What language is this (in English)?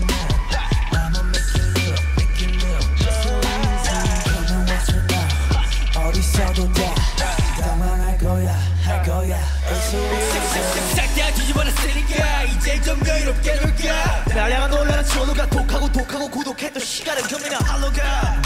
Korean